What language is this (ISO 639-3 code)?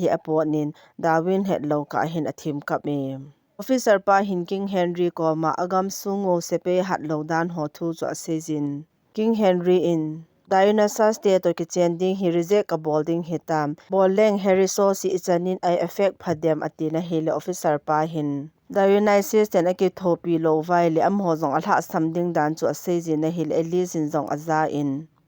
tcz